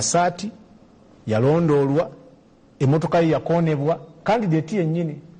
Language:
Ganda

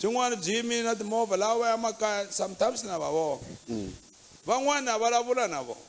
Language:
Tsonga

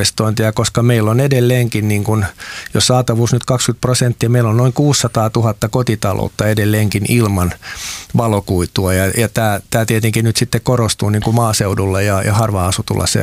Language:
Finnish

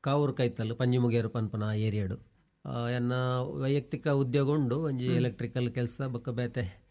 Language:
Tulu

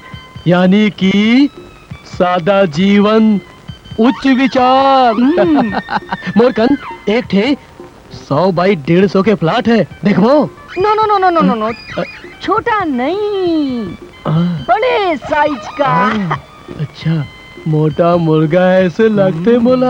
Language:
Chhattisgarhi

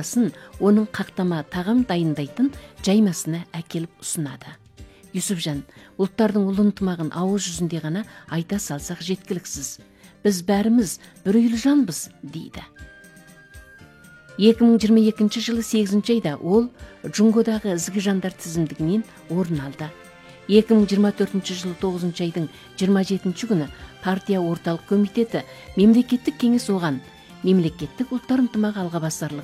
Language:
Kazakh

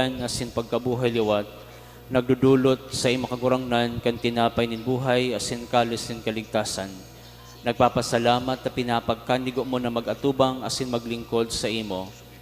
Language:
Bikol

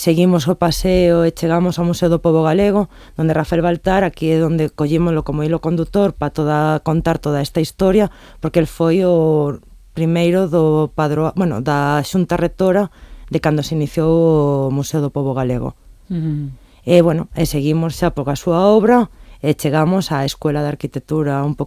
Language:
Galician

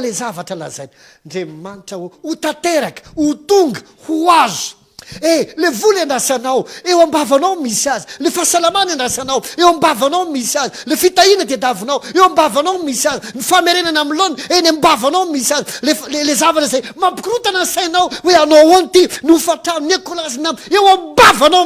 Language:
Malagasy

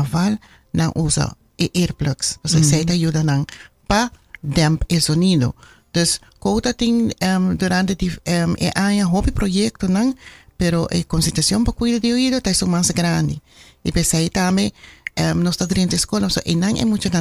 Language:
Papiamento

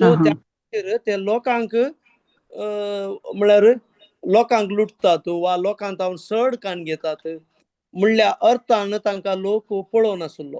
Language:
Konkani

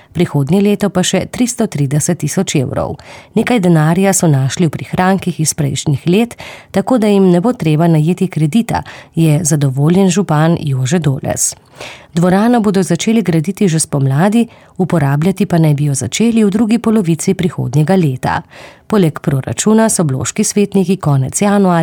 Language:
Slovenian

